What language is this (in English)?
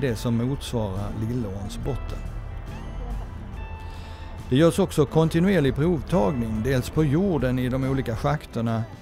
Swedish